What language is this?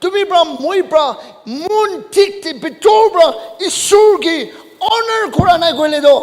Naga Pidgin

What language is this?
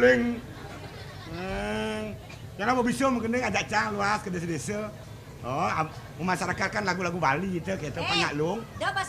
Balinese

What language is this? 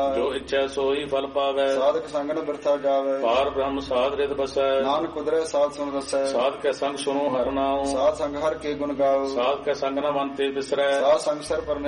Punjabi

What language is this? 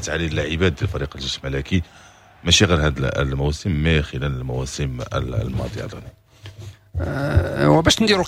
Moroccan Arabic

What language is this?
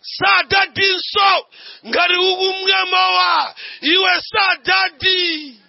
Nyanja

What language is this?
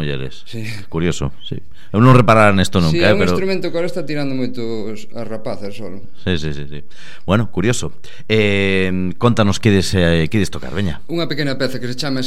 Galician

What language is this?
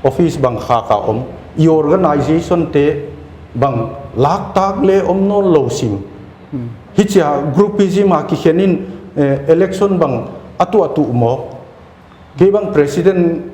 Paite Chin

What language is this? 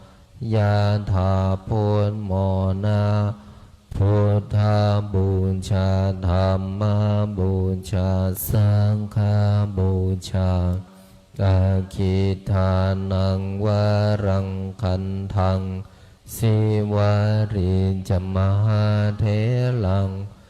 Pali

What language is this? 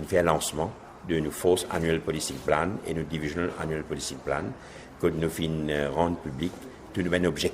Morisyen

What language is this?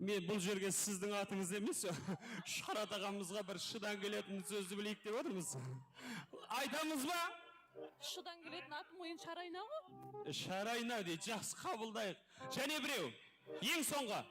Kara-Kalpak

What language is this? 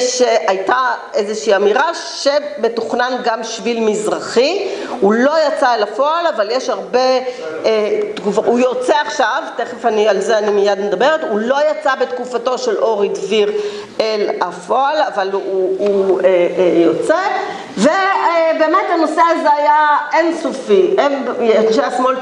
Hebrew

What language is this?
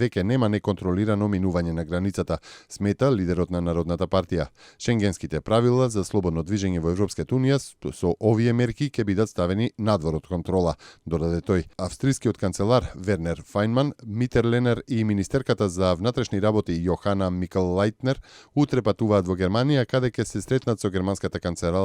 Macedonian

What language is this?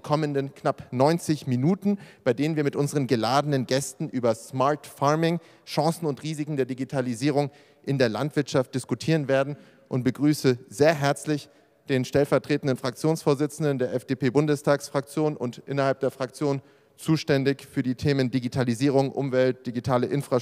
German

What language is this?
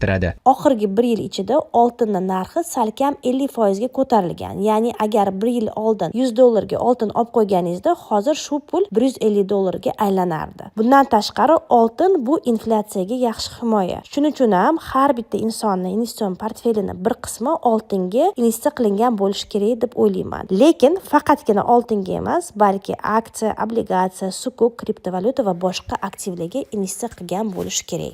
Uzbek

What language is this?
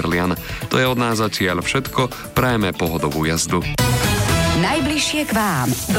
Slovak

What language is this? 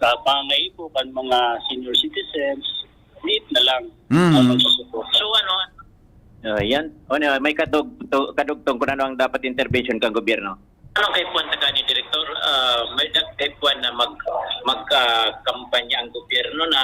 Bikol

